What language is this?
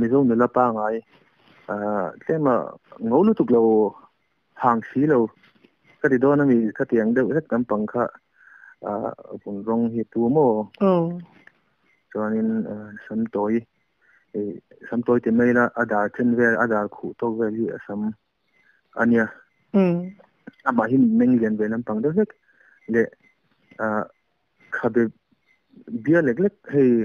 Mizo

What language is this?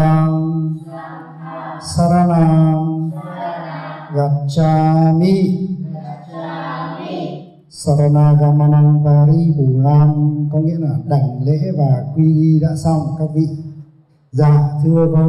Vietnamese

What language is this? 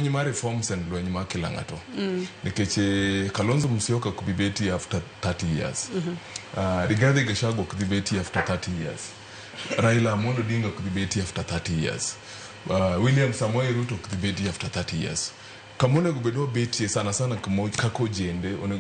Luo (Kenya and Tanzania)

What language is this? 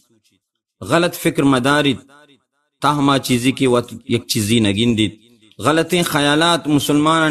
Baluchi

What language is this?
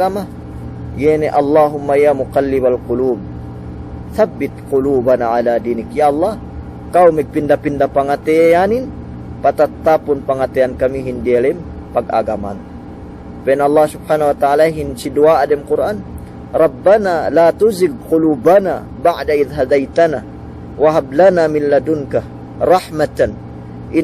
Yakan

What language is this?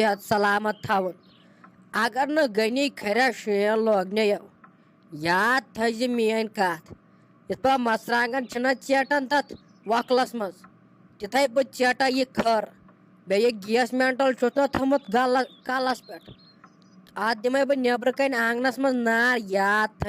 Kashmiri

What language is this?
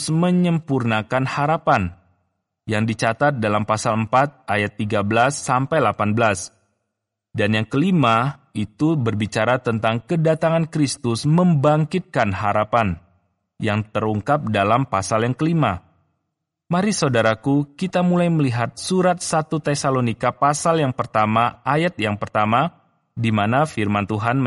Indonesian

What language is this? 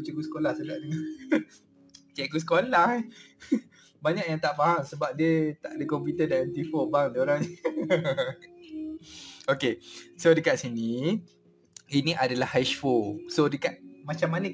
Malay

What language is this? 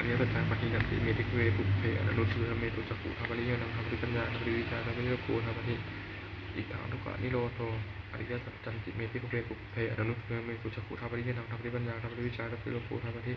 Pali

